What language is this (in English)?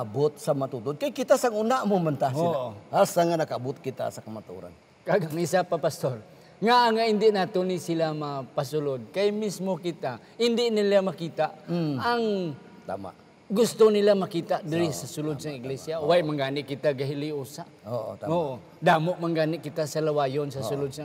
Hiligaynon